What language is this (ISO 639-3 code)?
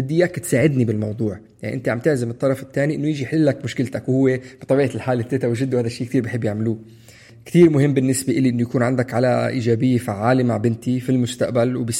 apc